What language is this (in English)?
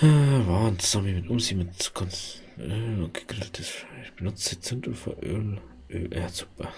Bavarian